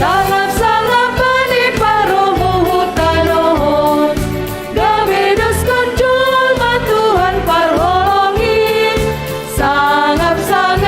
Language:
Batak Simalungun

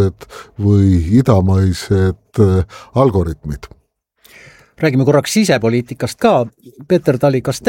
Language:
Estonian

